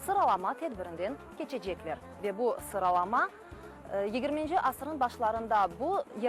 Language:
Crimean Tatar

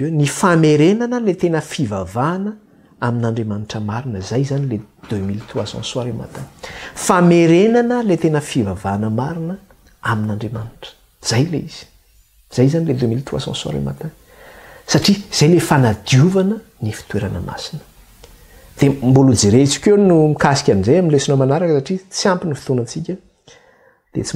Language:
Malagasy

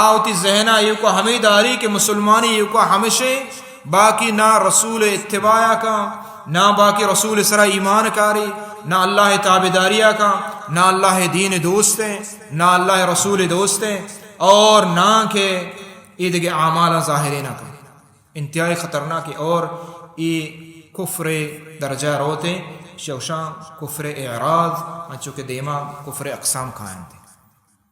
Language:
Baluchi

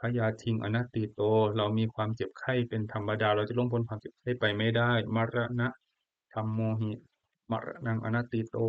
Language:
Pali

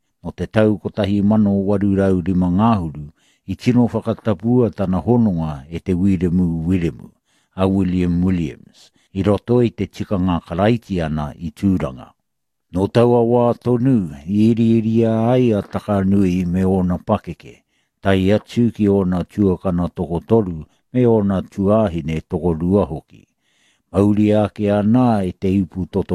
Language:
Māori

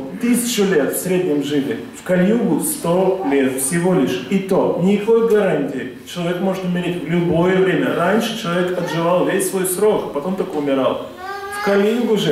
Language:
Russian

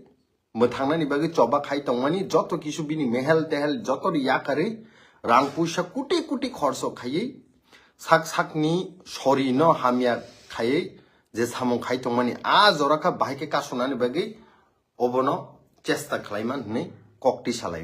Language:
Kok Borok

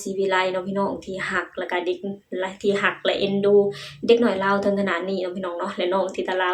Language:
Lao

